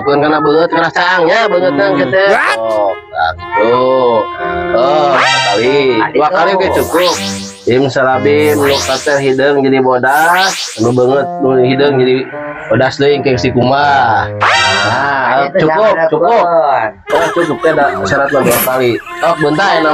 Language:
Sundanese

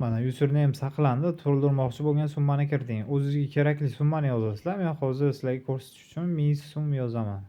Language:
Uzbek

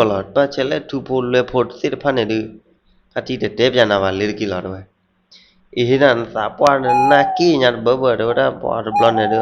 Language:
S'gaw Karen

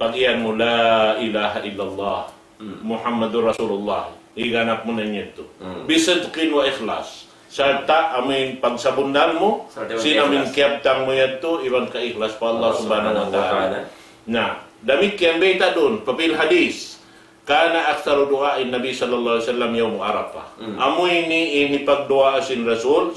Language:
Tausug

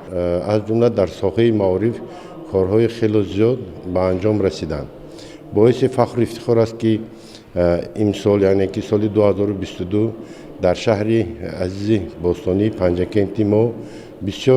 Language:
Tajik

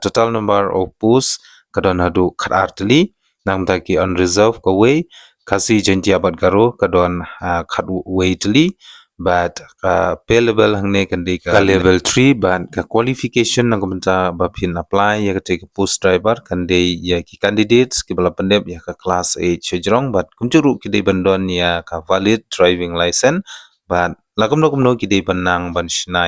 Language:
Khasi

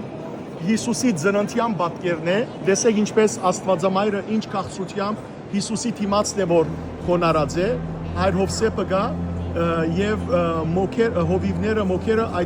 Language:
Western Armenian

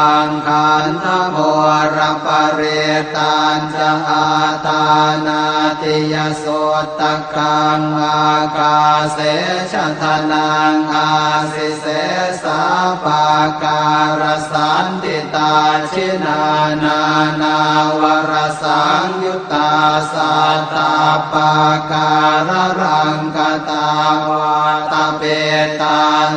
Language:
Pali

